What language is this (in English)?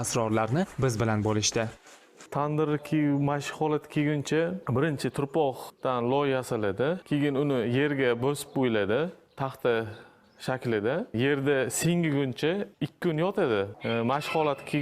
Uzbek